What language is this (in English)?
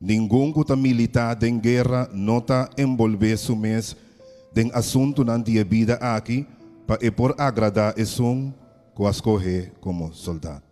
Papiamento